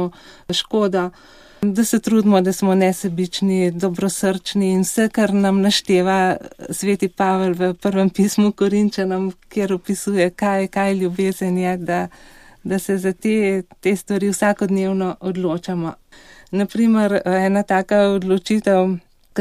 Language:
Slovenian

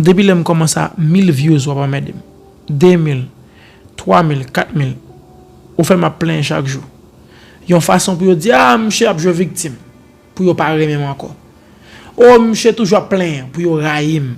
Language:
Haitian Creole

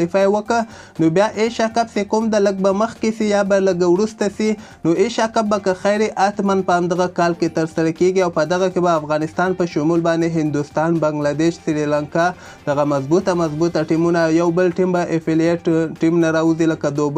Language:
Pashto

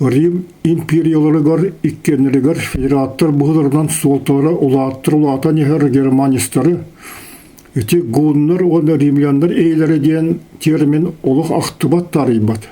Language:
Yakut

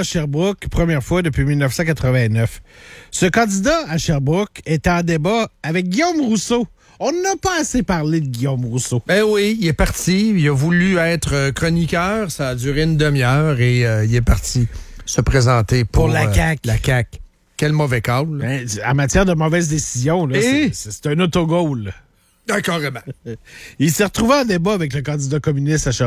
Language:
French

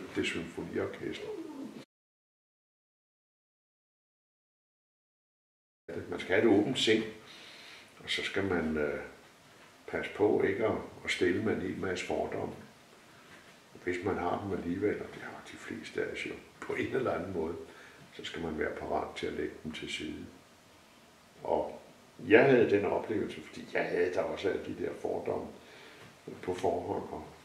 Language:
Danish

